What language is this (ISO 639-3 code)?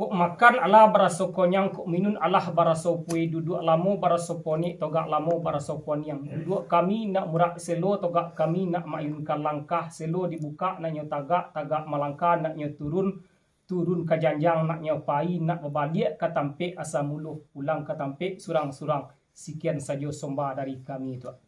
min